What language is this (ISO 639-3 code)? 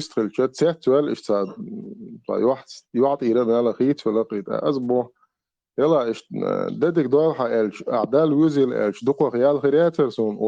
che